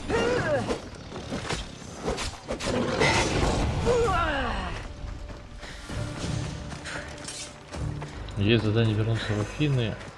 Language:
Russian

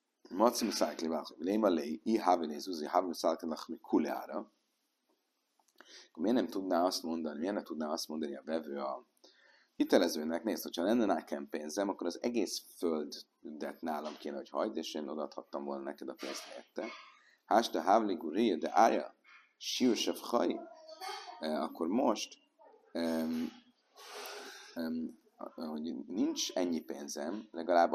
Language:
Hungarian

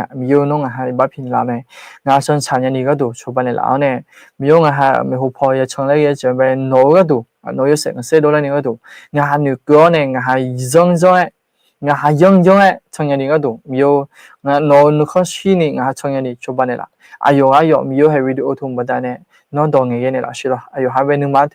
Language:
Akha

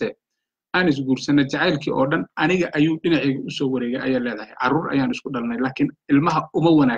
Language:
Somali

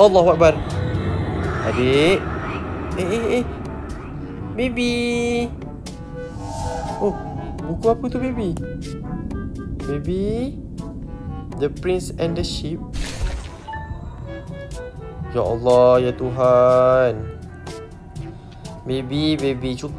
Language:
Malay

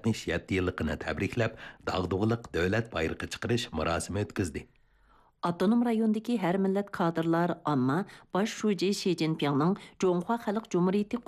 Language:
Uyghur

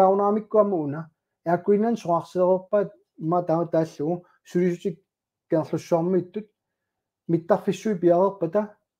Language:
Kalaallisut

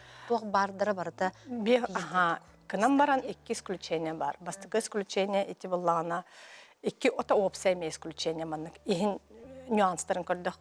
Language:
Yakut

